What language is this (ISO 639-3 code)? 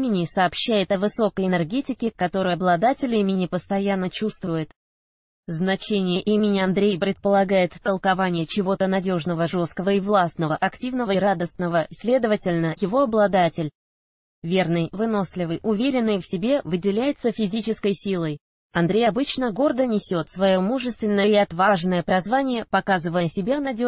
rus